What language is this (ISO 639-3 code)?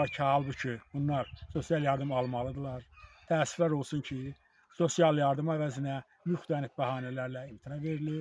aze